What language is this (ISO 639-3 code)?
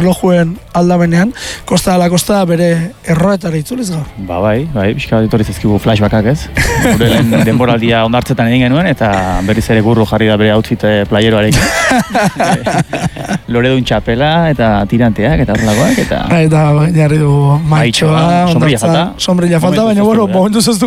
eus